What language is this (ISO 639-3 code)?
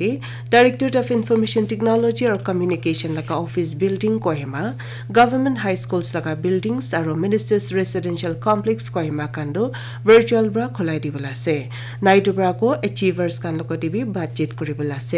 nag